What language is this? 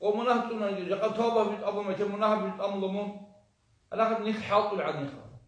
Avaric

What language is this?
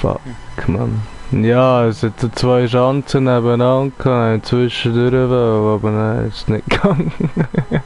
Swiss German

